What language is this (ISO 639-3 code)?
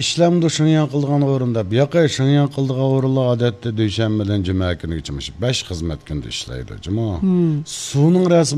uig